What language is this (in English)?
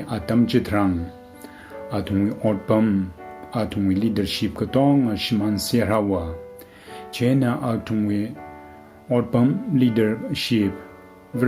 Tangkhul Naga (India)